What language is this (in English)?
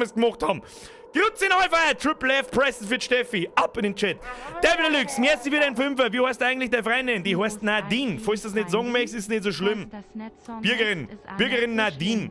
Bavarian